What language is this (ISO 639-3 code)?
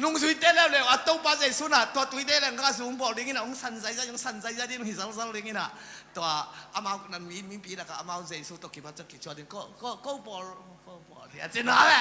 ctd